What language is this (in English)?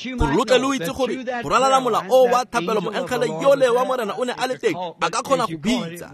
Tswana